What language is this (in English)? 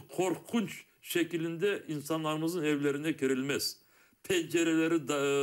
Crimean Tatar